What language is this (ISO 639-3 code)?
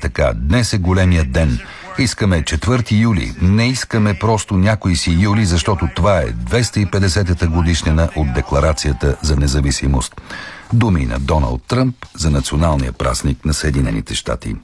bul